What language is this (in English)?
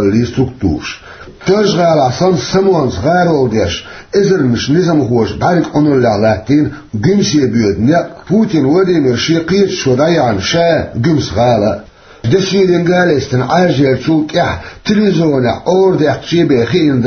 Chechen